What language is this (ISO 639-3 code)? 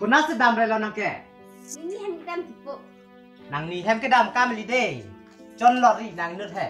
mjw